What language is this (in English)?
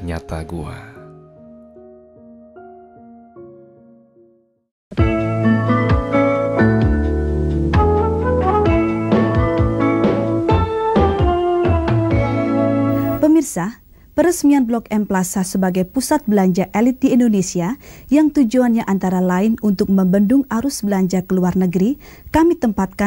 Indonesian